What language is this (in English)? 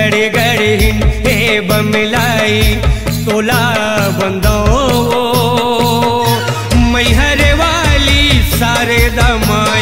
Chhattisgarhi